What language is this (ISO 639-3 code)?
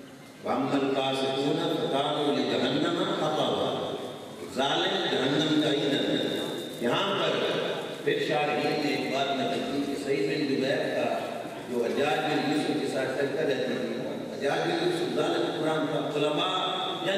urd